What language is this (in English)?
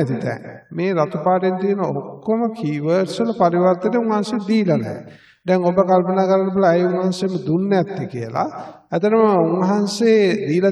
Sinhala